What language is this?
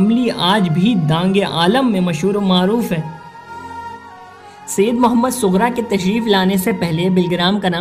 Urdu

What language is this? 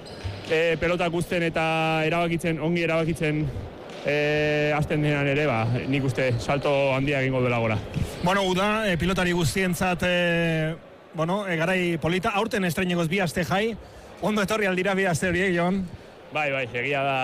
Basque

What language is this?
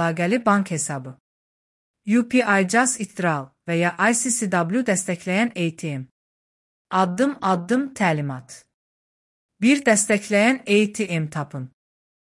Azerbaijani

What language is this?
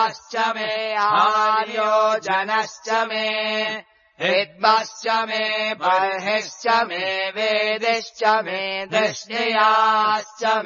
Sanskrit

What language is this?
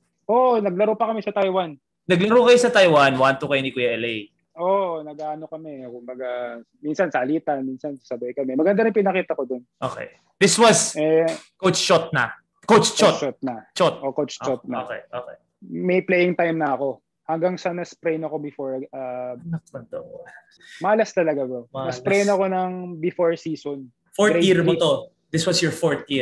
Filipino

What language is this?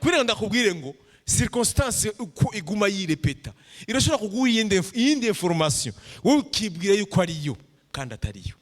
Rundi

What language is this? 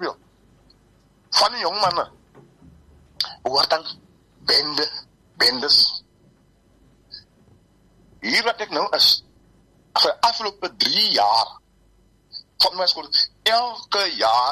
Afrikaans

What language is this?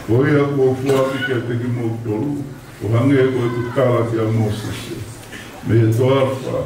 Tongan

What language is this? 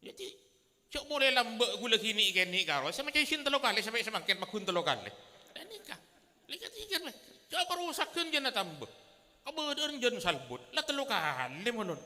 Madurese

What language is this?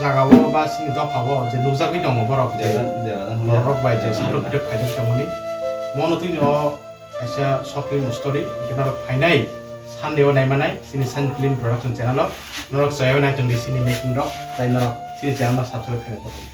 Kok Borok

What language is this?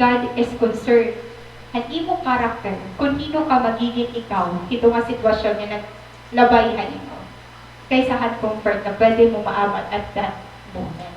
Waray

